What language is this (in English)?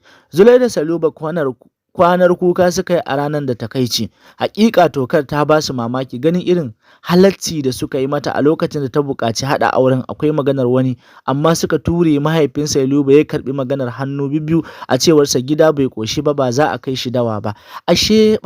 Hausa